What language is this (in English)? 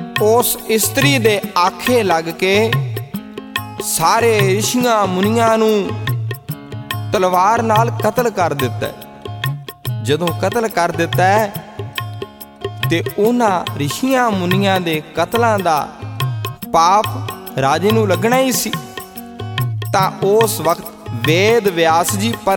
Punjabi